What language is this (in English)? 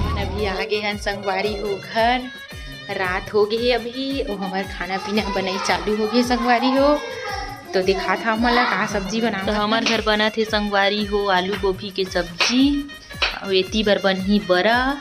Chhattisgarhi